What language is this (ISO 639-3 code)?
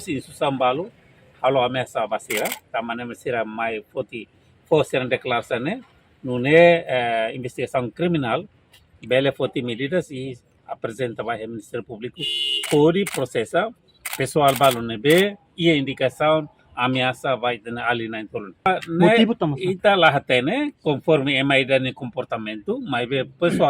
tet